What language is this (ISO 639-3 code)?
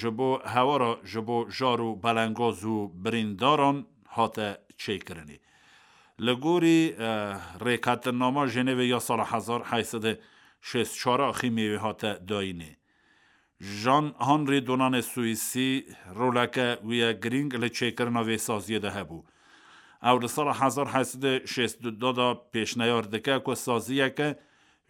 kur